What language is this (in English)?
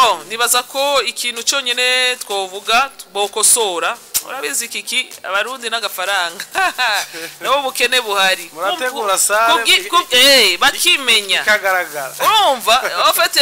Rundi